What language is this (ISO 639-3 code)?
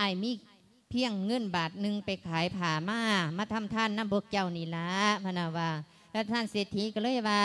lao